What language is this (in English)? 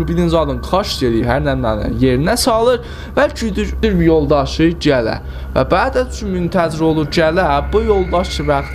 South Azerbaijani